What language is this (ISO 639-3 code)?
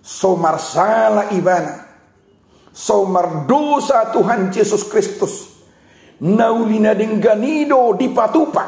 bbc